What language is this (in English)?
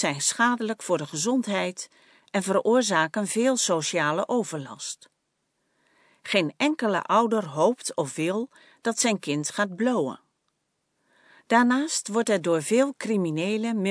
Dutch